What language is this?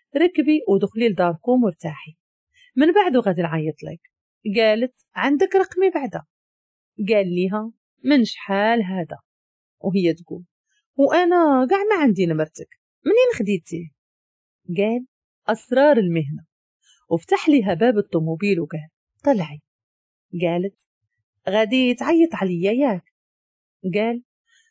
Moroccan Arabic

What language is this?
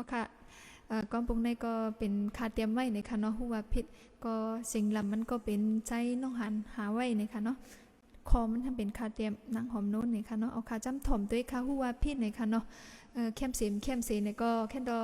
Shan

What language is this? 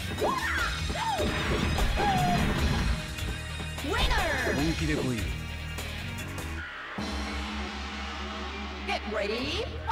Japanese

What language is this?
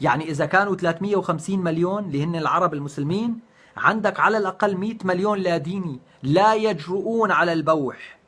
North Levantine Arabic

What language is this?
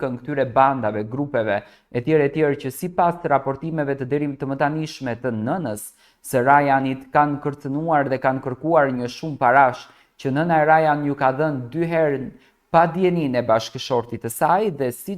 Albanian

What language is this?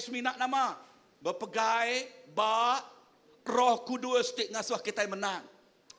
Iban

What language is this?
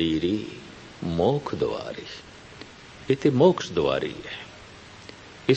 Punjabi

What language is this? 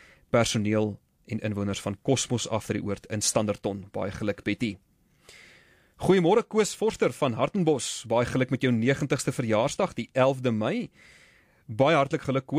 Afrikaans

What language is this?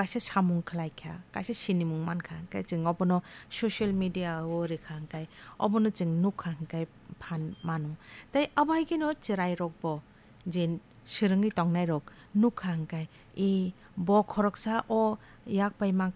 Kok Borok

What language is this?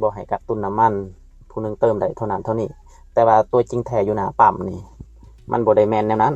Lao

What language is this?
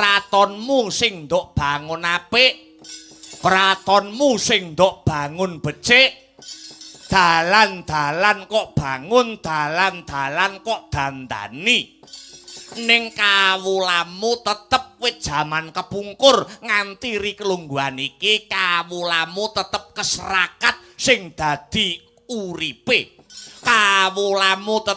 Javanese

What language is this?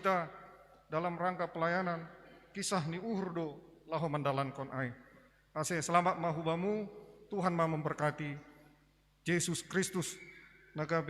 Batak Simalungun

